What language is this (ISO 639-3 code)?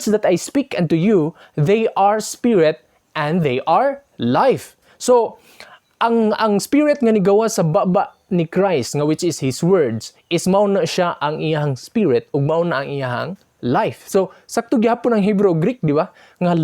ceb